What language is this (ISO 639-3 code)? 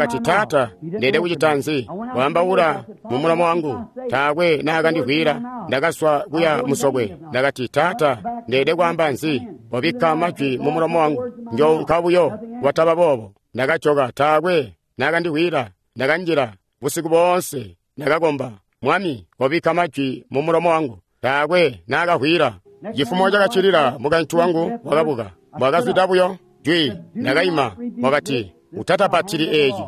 toi